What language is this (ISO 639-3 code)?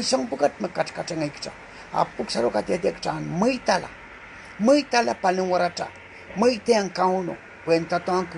pon